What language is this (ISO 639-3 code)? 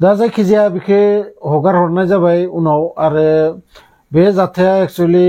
brx